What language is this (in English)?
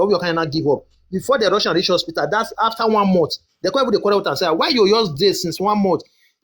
Nigerian Pidgin